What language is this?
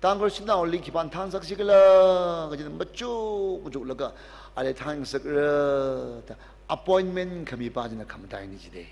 Tangkhul Naga (India)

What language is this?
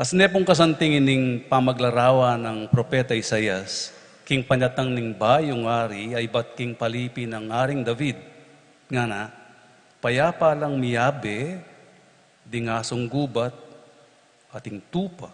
Pampanga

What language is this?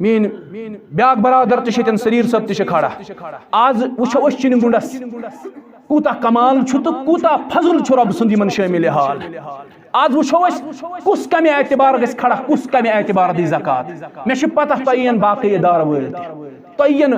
Kashmiri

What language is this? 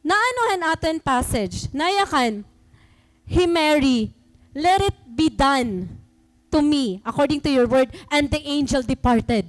Waray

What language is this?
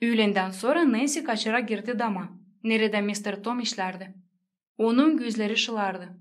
Gagauz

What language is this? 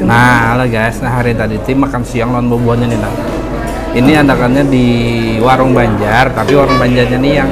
Banjar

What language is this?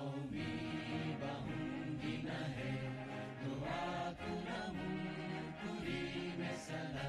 Divehi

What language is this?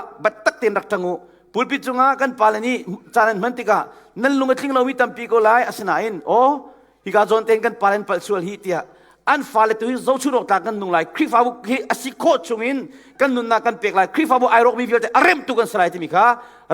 Hakha Chin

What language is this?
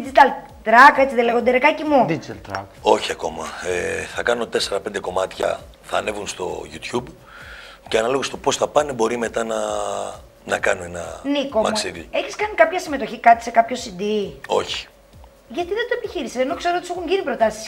Greek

